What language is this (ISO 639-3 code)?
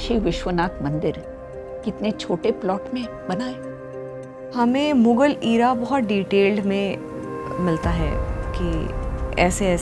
hin